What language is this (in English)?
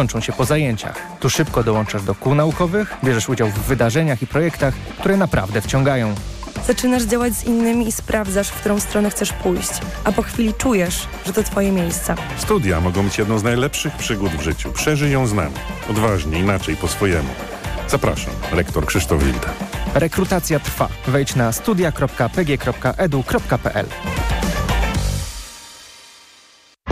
Polish